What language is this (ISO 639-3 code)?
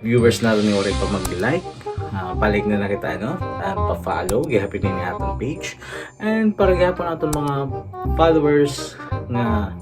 war